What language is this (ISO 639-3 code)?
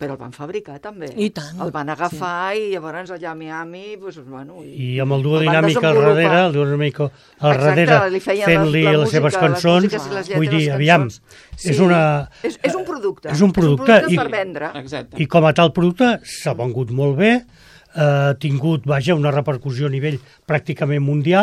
cat